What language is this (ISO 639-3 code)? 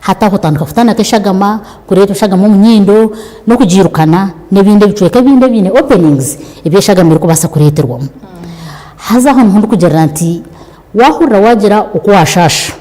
nyn